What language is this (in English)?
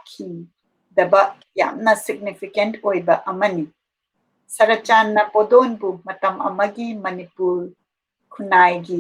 Manipuri